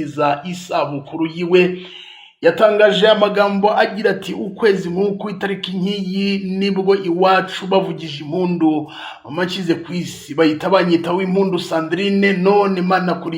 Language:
Kinyarwanda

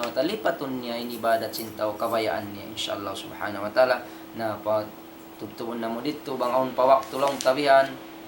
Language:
Tausug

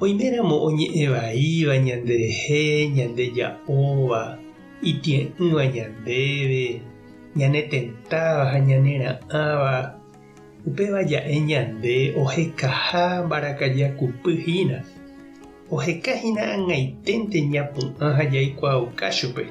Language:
Guarani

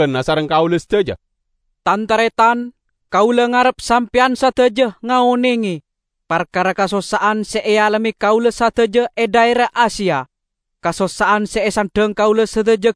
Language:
Madurese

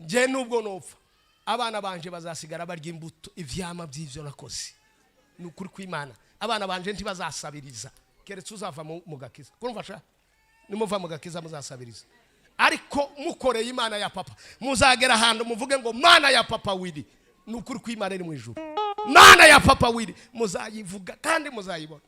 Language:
Rundi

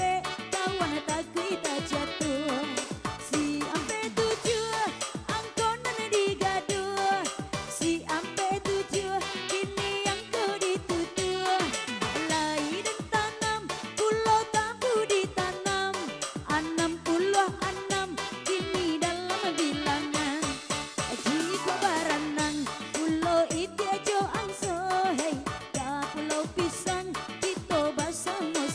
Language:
Minangkabau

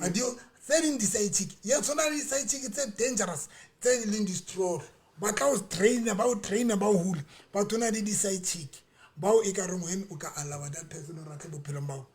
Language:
Southern Sotho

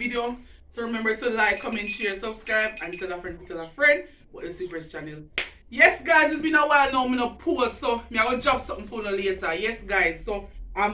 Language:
Jamaican Creole English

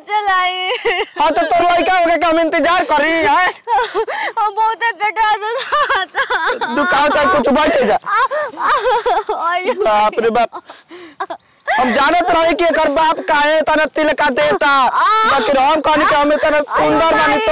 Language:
Bhojpuri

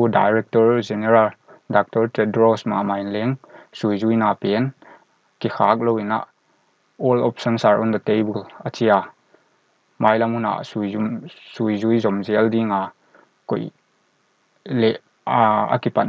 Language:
Paite Chin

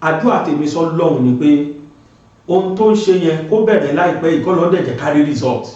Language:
Yoruba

